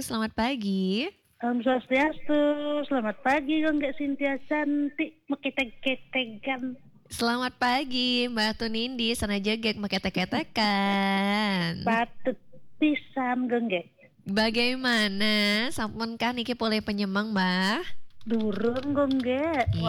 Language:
Balinese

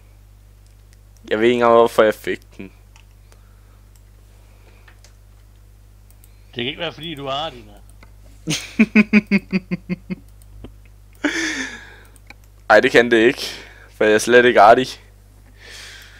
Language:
Danish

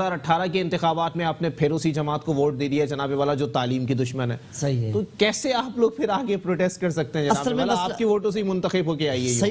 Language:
Urdu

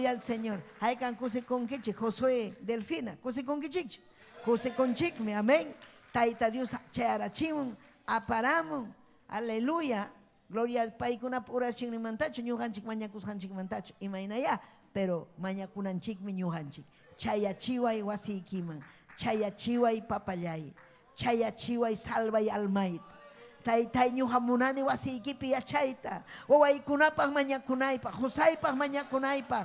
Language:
Ayacucho Quechua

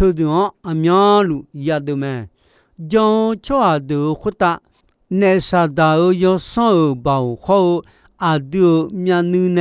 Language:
Akha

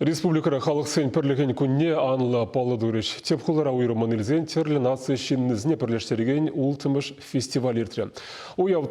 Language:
Chuvash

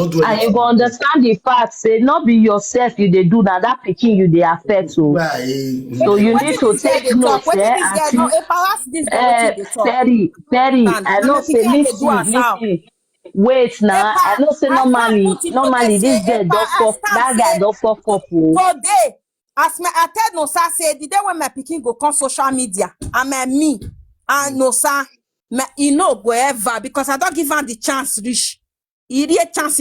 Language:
Nigerian Pidgin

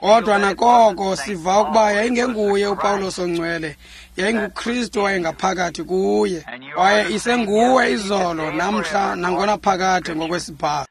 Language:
Xhosa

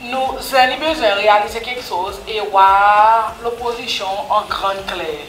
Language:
Seselwa Creole French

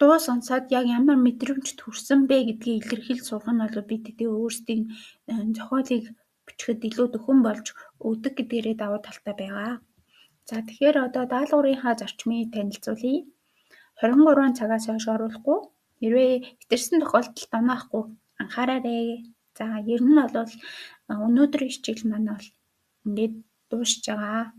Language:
Mongolian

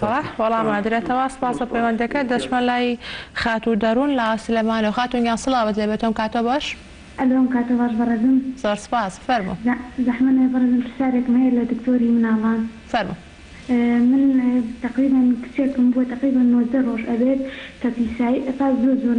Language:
Central Kurdish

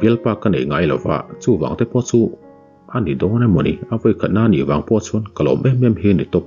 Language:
Mizo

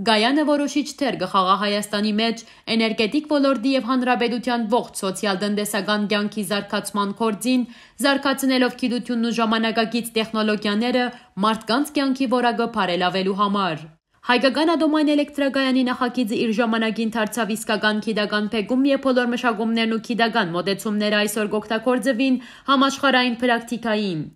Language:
Western Armenian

